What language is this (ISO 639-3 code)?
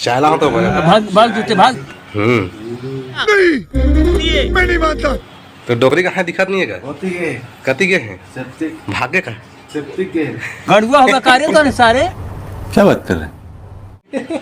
hne